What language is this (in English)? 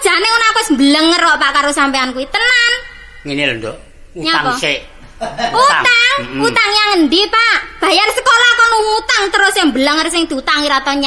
Javanese